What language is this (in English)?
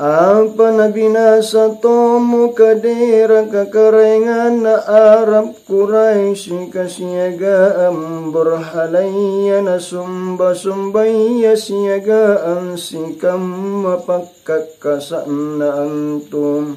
Makasar